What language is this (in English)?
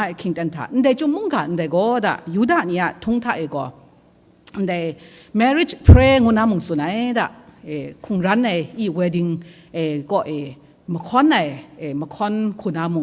Kachin